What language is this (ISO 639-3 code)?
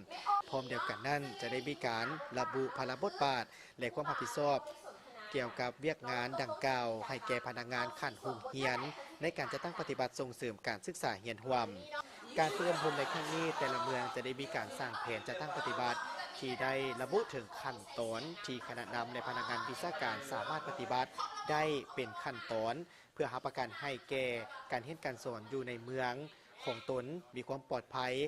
lao